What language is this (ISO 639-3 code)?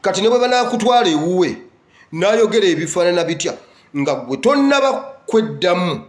lug